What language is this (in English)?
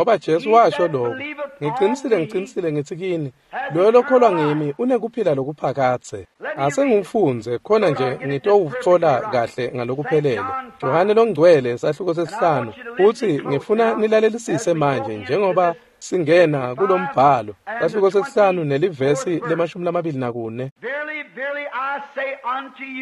Swati